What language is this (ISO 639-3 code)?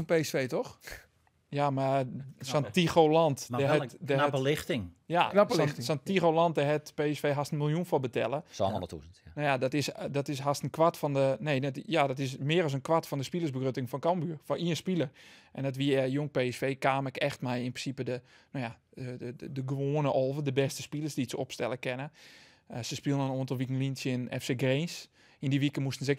fry